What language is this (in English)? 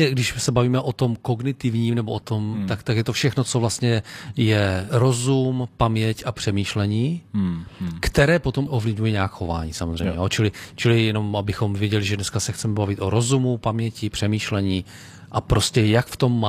Czech